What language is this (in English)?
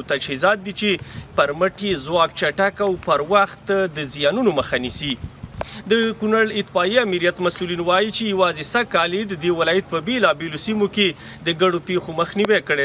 Pashto